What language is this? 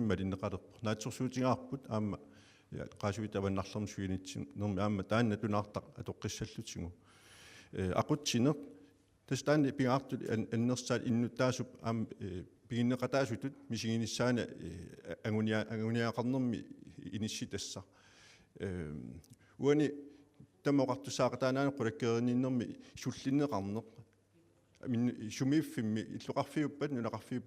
Kalaallisut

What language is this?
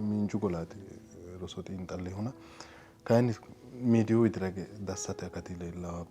Sidamo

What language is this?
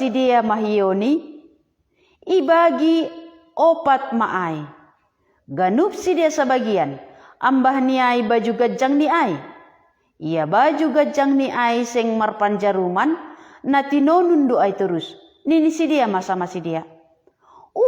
Batak Simalungun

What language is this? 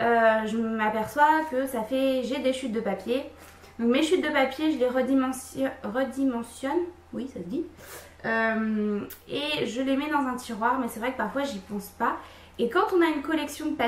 French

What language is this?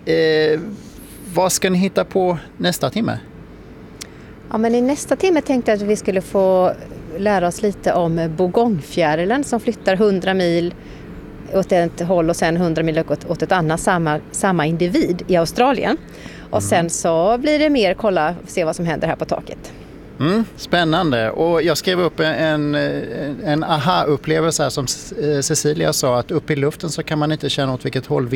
Swedish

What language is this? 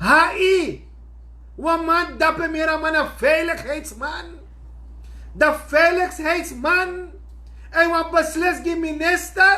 Sranan Tongo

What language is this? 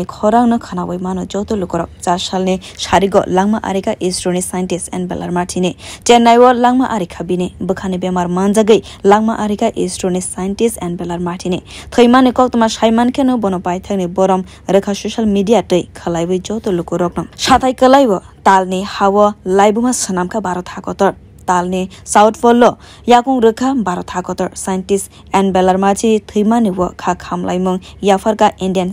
Kok Borok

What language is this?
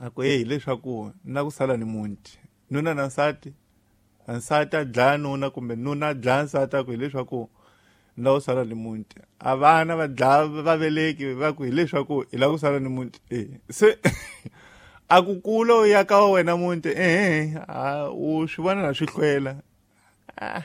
Tsonga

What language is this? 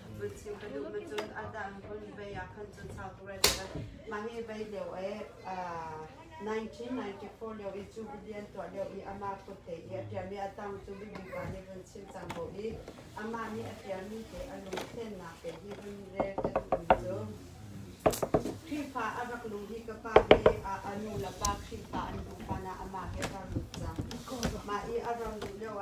Hakha Chin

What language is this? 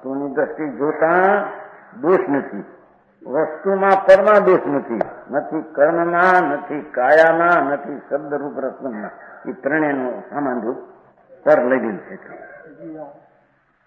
Gujarati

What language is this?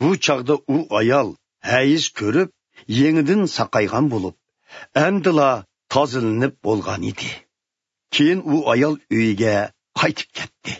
Uyghur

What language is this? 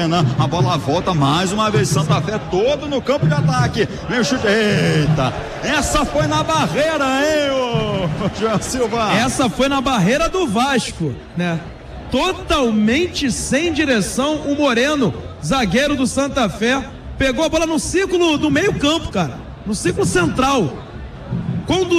Portuguese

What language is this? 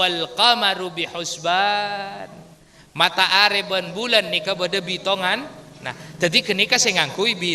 Madurese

